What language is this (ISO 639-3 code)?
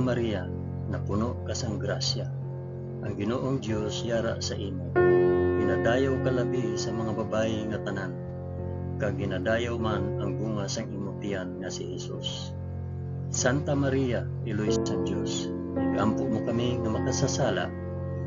hil